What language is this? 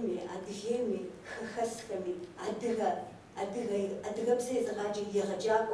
Kabardian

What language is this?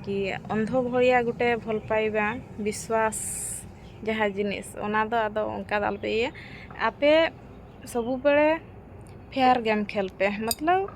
Santali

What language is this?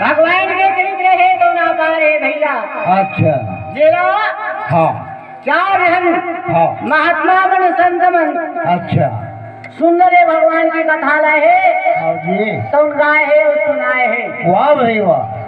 Chhattisgarhi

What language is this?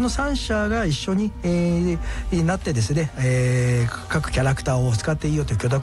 Japanese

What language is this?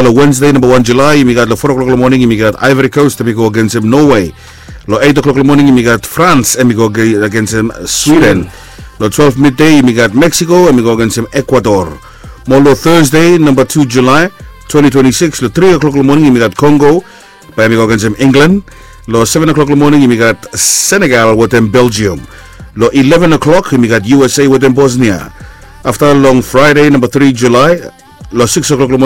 Bislama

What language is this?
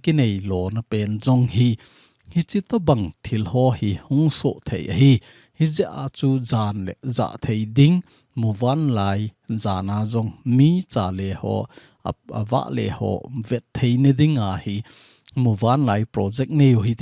Thado Chin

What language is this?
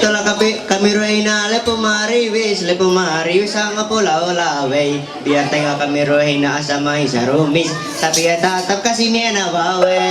Ma'anyan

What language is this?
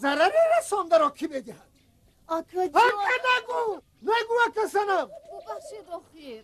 Tajik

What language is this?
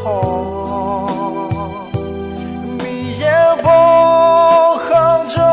Akha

